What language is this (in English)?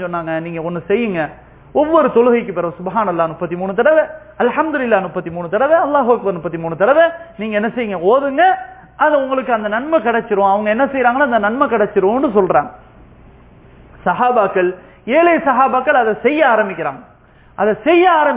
Tamil